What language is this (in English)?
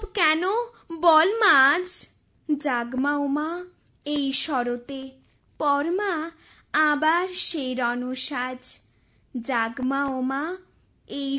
Bangla